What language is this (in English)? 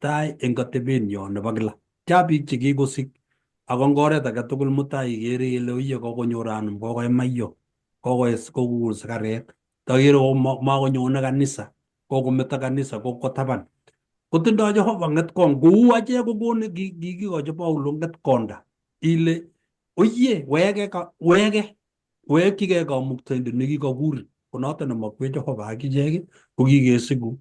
Kalenjin